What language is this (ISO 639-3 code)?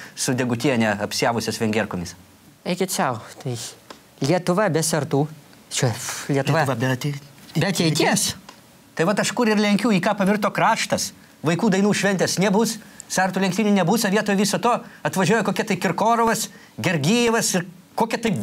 lit